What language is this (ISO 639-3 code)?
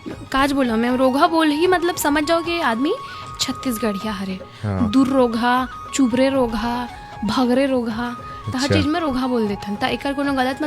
hne